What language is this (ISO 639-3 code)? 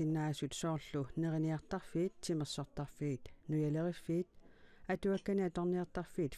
kal